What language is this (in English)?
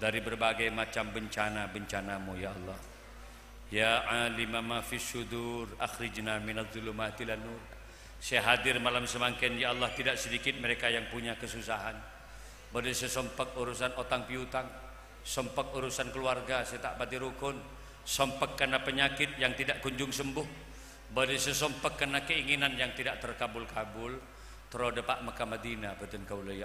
Madurese